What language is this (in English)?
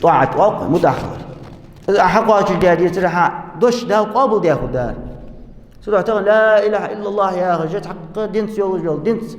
Ingush